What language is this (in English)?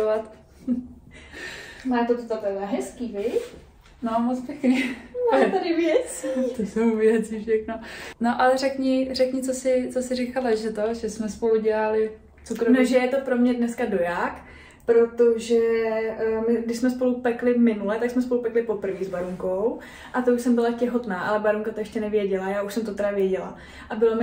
Czech